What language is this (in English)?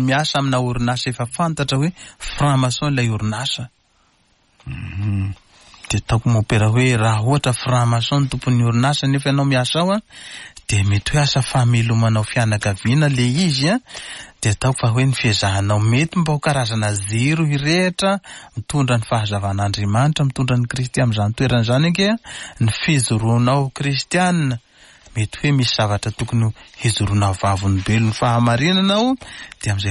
Malagasy